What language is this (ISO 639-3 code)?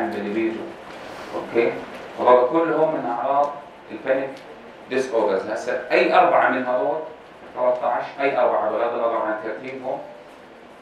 apc